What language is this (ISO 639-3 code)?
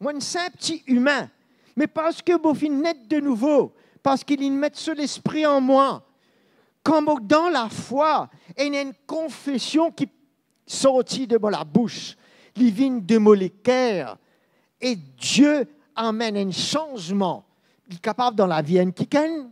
mfe